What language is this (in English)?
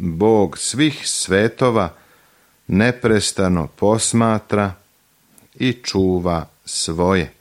Serbian